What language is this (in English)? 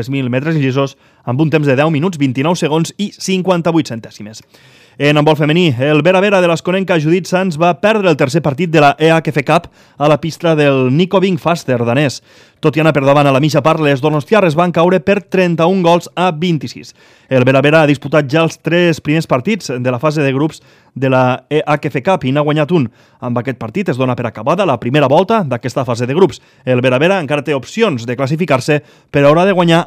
Catalan